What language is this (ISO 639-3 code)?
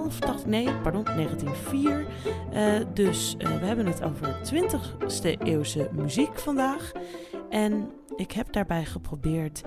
nld